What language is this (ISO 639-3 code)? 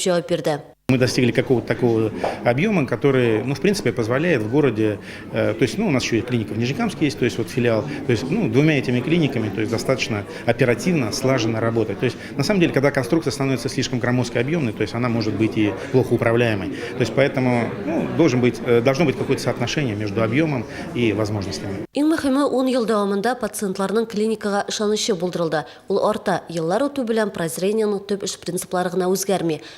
tat